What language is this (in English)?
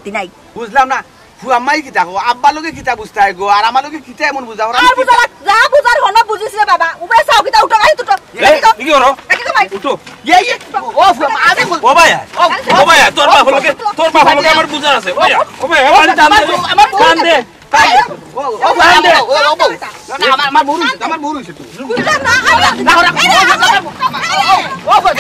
Sylheti